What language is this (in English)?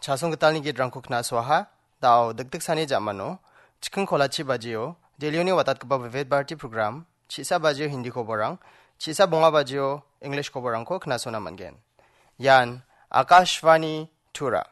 Garo